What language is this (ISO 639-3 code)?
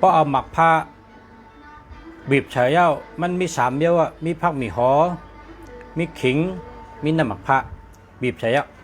shn